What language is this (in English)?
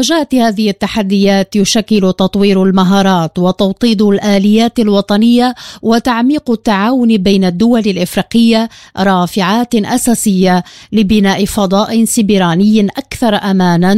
Arabic